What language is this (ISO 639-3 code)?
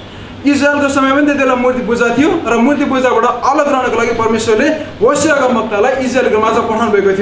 nep